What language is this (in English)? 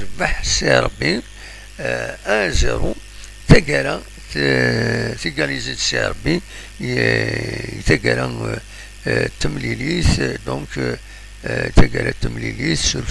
Kabyle